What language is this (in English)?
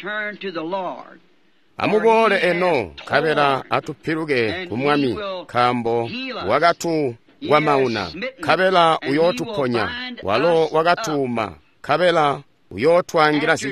Tonga (Zambia)